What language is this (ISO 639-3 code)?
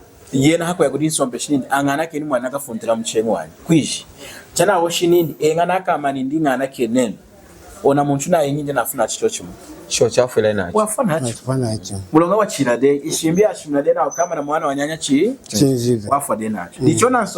lun